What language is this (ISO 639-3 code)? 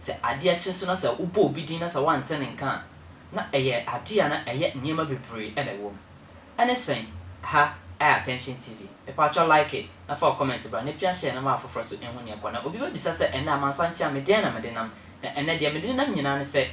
aka